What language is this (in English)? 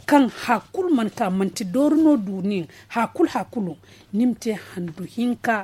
Zarma